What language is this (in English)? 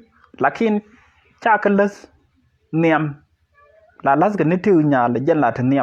Nuer